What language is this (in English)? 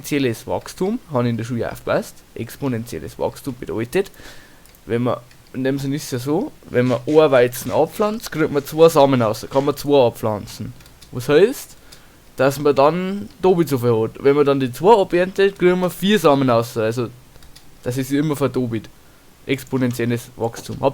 Bavarian